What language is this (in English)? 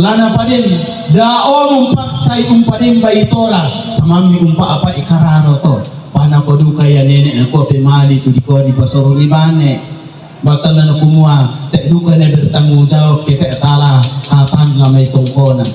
Toraja-Sa'dan